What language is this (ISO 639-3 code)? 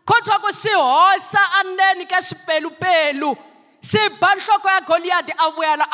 tso